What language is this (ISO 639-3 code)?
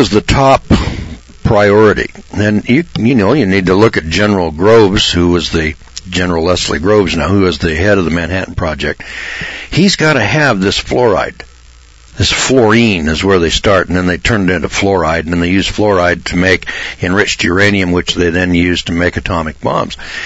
eng